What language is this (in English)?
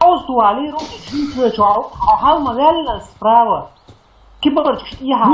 Chechen